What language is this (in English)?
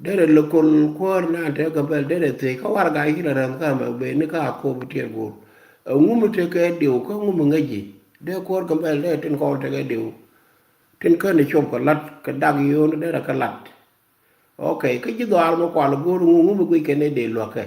Nuer